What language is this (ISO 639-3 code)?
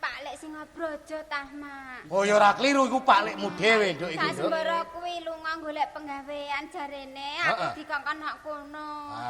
jav